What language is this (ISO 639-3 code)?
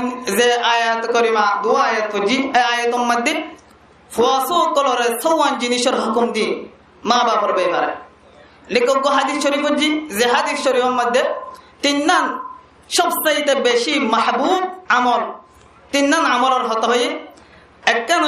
rhg